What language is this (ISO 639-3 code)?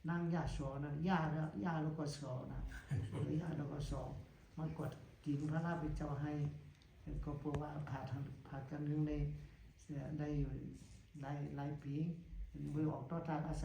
shn